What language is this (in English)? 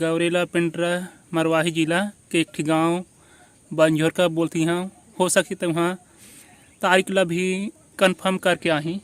Chhattisgarhi